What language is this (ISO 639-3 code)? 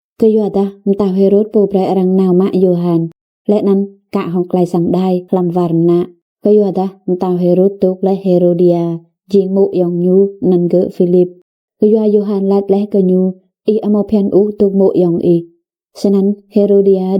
rad